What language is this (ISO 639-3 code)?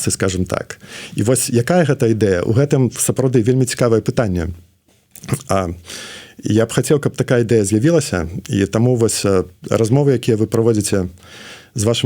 bel